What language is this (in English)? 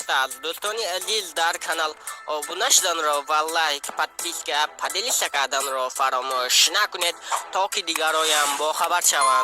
Tajik